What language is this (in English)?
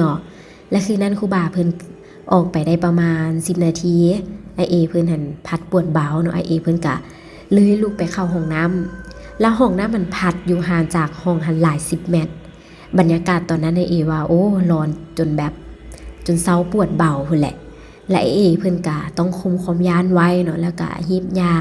Lao